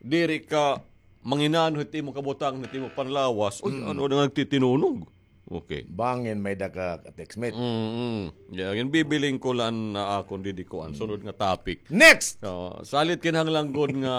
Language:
Waray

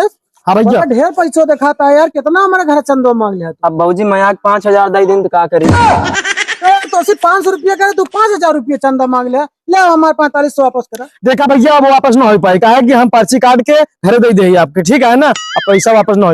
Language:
Awadhi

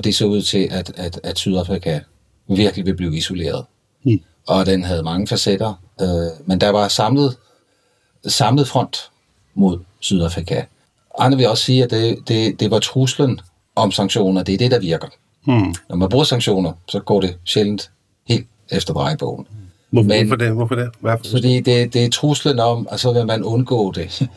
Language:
Danish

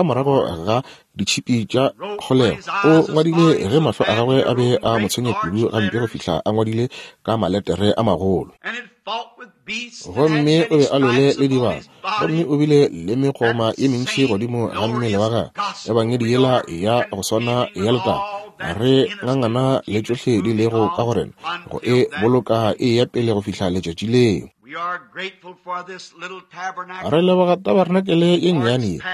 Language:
Northern Sotho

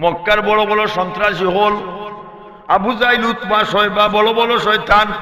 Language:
Sylheti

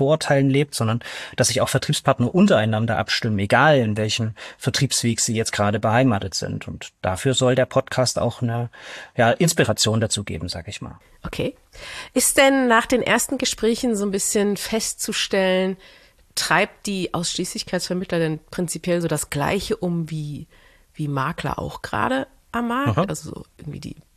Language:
German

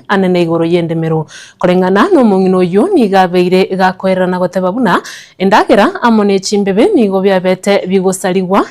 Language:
Gusii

